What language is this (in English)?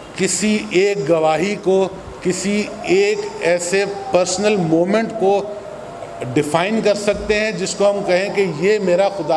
Urdu